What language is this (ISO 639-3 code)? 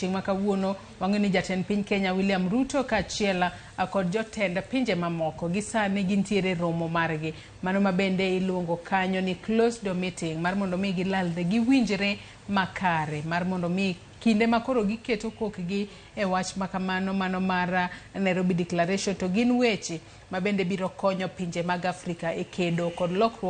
luo